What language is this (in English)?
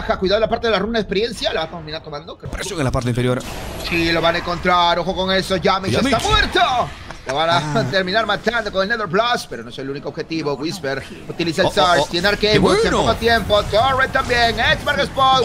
Spanish